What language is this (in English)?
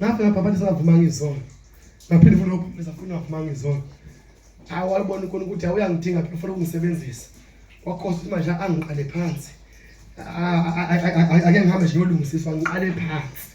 Zulu